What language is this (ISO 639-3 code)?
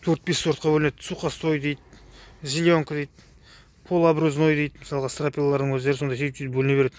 kaz